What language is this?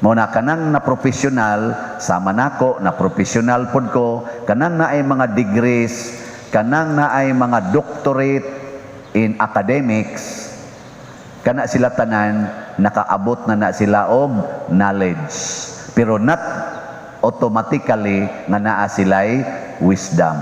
Cebuano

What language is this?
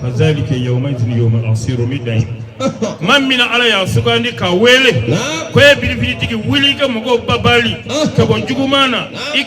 Bambara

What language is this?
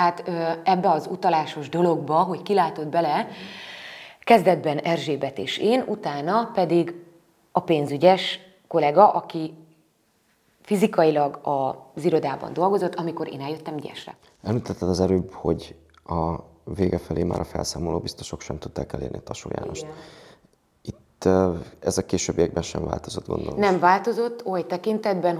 Hungarian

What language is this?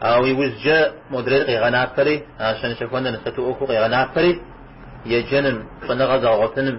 Kabardian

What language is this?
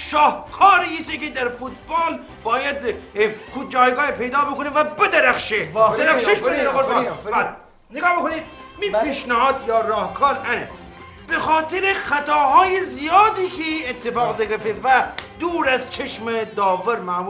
Gilaki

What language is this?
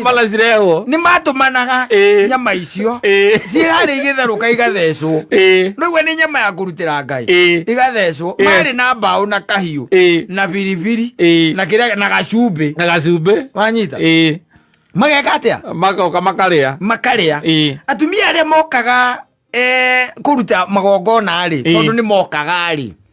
Kikuyu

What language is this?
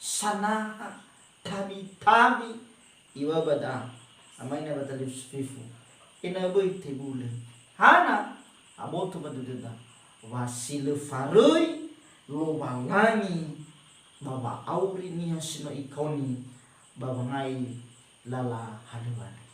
Nias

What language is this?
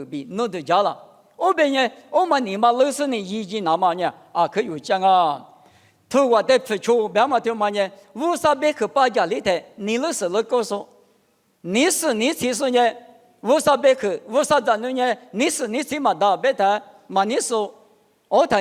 Lisu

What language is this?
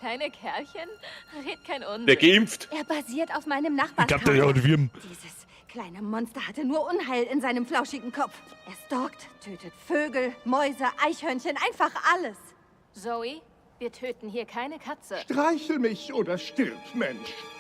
Bavarian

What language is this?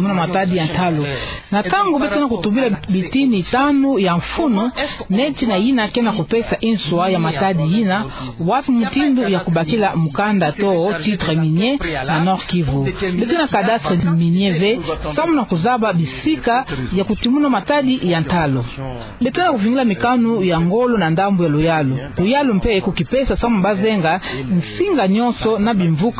Kituba (Democratic Republic of Congo)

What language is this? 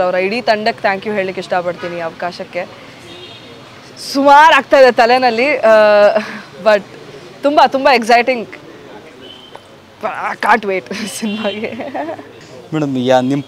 Kannada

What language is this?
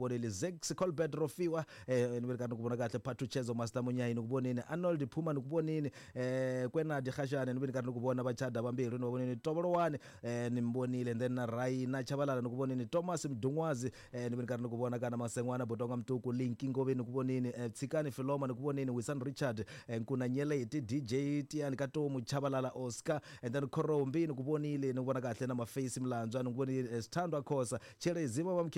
Tsonga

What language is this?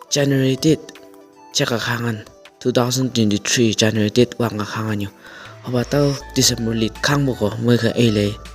Chang Naga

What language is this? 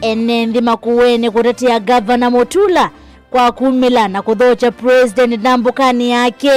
Kamba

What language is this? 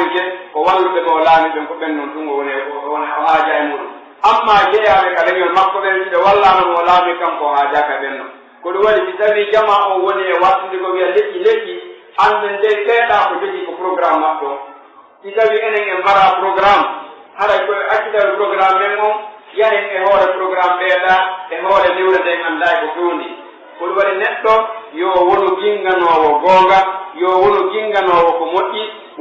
Pular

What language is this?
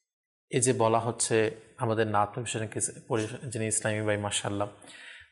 Bangla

